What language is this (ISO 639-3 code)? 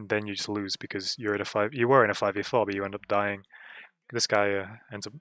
eng